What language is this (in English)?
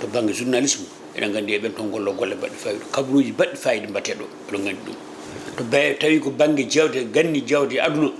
Fula